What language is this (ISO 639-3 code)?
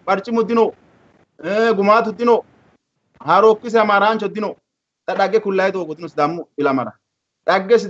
sid